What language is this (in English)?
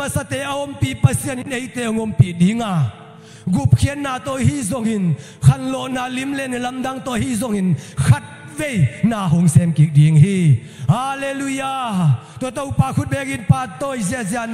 Tedim Chin